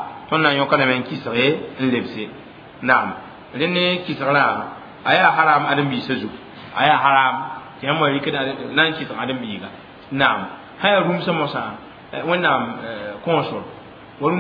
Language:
Mossi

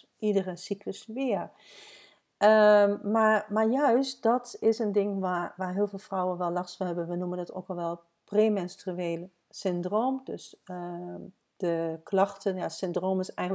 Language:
Dutch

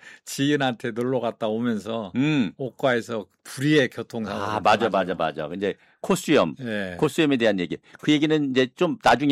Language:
Korean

